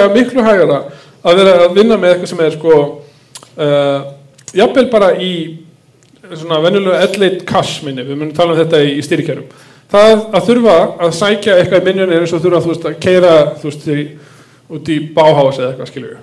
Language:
Icelandic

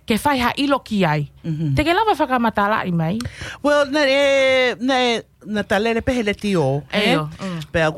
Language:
Tongan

